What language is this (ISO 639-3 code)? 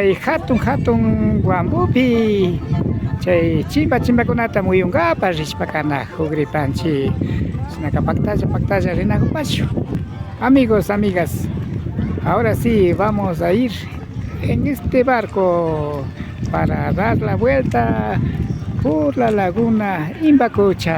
qvi